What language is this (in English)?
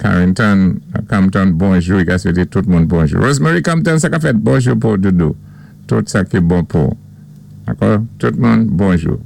Saint Lucian Creole French